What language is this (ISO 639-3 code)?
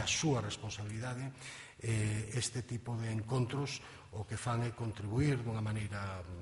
glg